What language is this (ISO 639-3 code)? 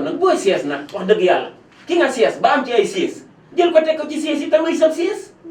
wol